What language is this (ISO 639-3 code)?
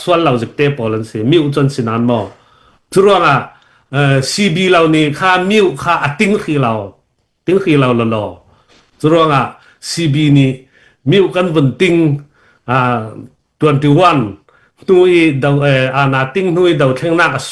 cnh